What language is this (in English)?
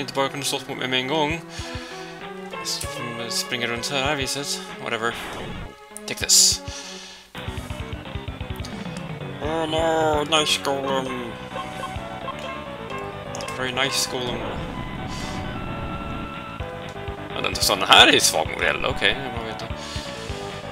Swedish